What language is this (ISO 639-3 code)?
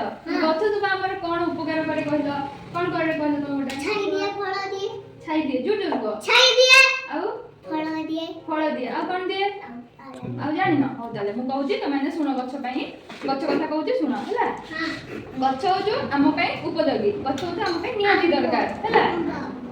ori